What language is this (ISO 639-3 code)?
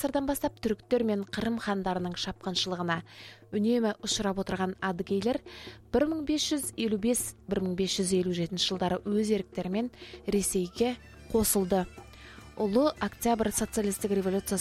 kaz